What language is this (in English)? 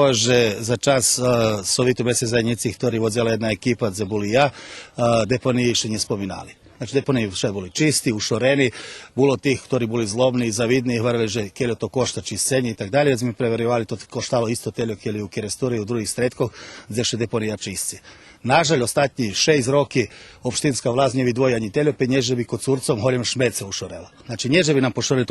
Rusyn